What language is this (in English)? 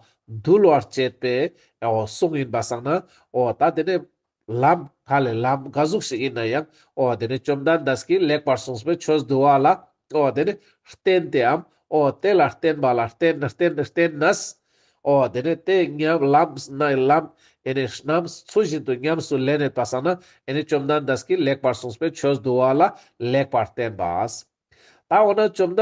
Ladakhi